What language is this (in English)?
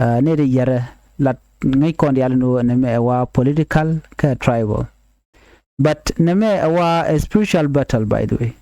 Nuer